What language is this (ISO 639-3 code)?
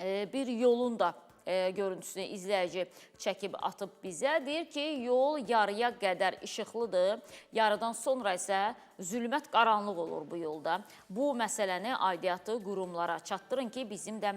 aze